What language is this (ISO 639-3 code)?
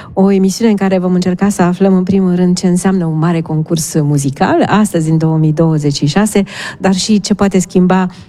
ron